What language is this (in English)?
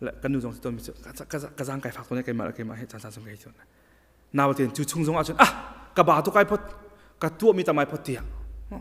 Hakha Chin